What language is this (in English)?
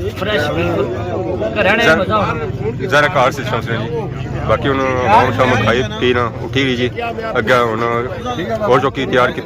Pahari-Potwari